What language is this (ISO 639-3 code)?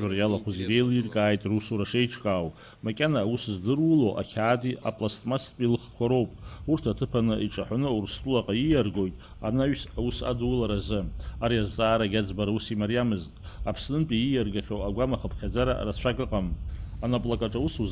abk